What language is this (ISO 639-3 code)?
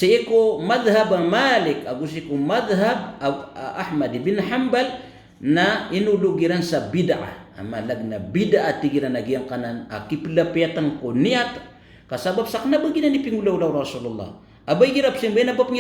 mrw